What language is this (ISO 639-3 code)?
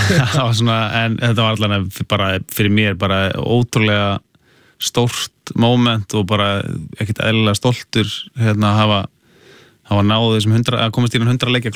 isl